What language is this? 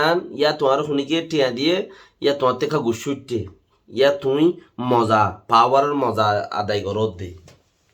Rohingya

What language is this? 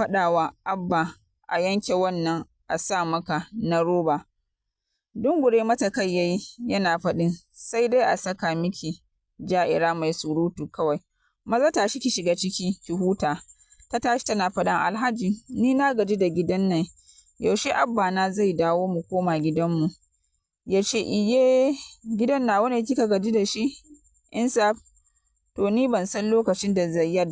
Hausa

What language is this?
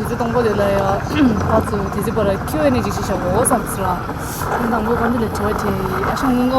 Tibetan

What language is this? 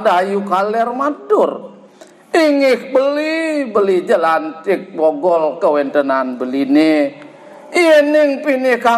Balinese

